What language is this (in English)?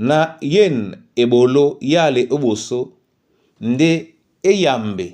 Duala